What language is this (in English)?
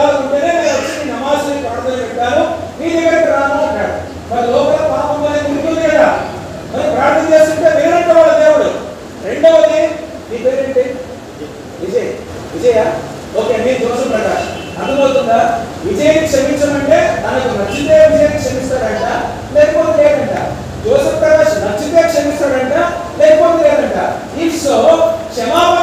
Telugu